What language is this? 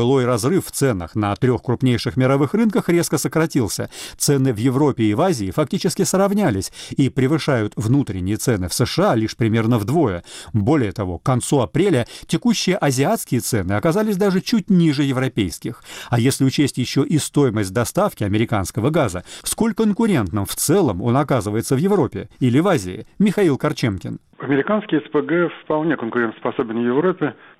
Russian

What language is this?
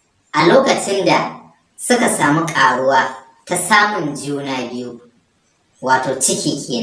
Hausa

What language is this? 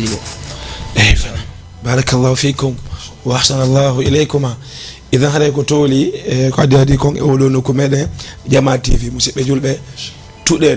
Fula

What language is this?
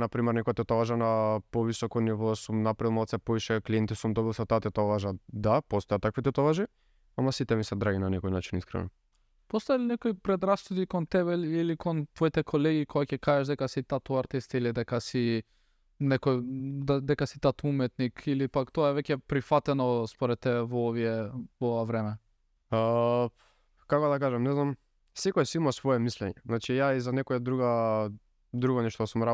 Macedonian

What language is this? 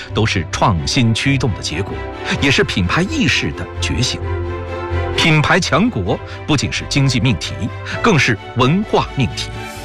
Chinese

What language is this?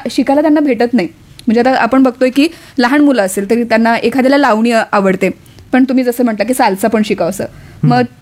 Marathi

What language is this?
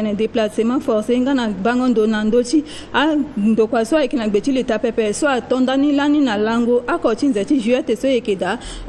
Sango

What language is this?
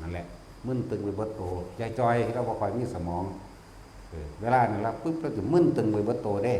Northeastern Thai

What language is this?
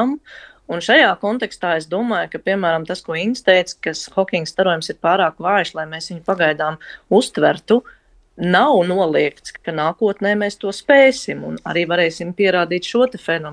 Latvian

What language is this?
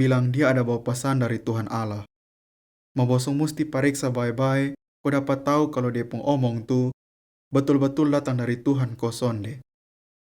Kupang Malay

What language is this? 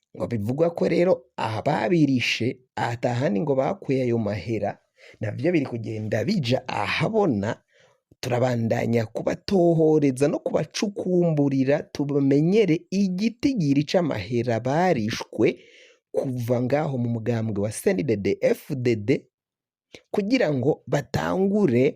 Rundi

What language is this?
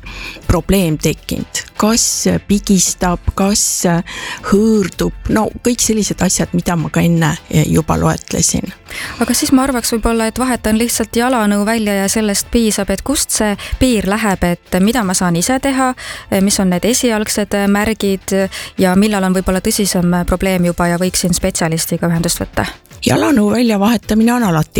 Estonian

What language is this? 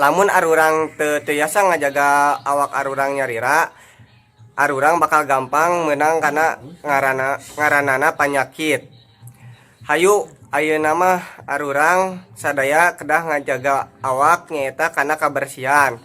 Sundanese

